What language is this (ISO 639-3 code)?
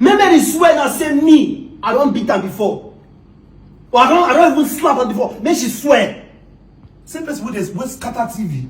pcm